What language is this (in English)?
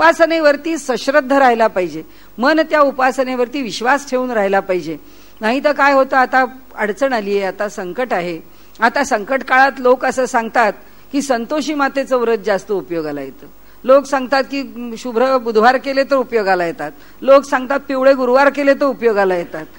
Marathi